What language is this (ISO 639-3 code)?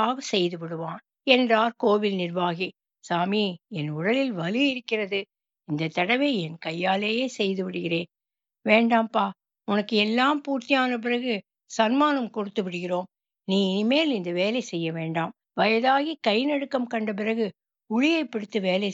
tam